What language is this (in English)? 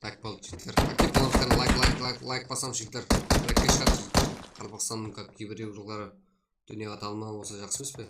Kara-Kalpak